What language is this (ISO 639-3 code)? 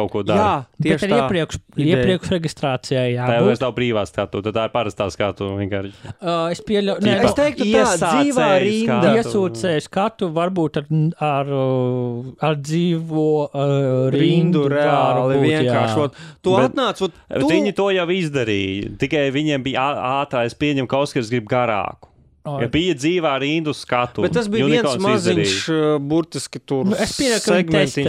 lav